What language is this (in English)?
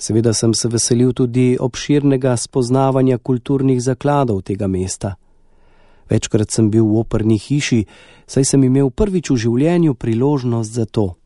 Slovenian